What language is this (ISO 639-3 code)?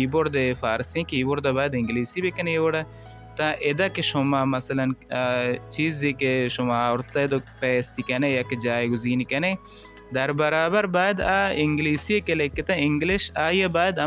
bal